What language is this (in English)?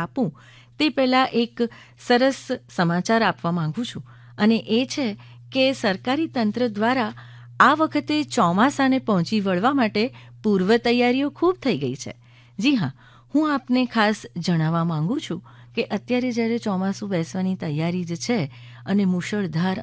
Gujarati